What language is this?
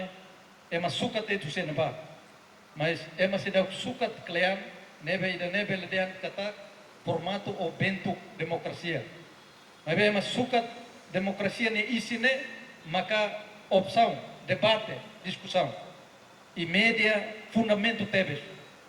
Tetum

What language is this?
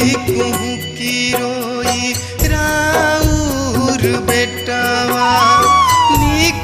Bhojpuri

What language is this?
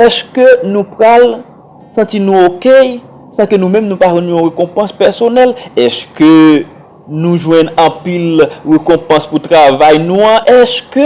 Haitian Creole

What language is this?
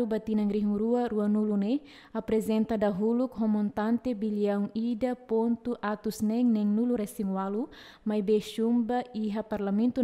Tetum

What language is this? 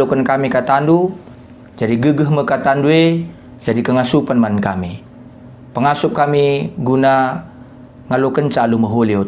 Batak Karo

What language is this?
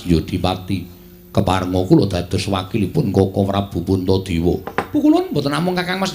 Javanese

